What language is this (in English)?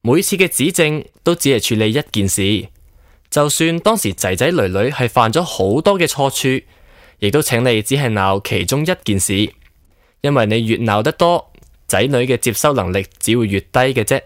Cantonese